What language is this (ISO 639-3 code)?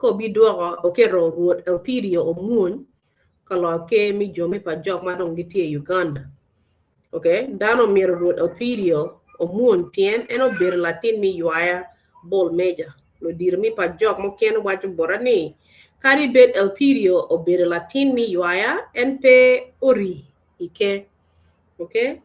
ach